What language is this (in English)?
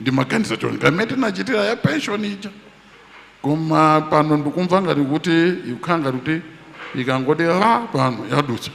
Nyanja